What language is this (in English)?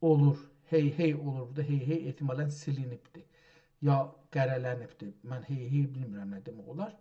South Azerbaijani